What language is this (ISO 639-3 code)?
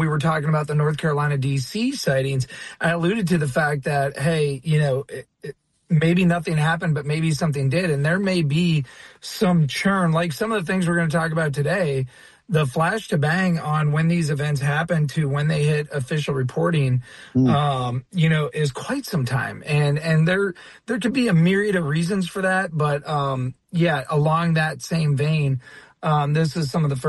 eng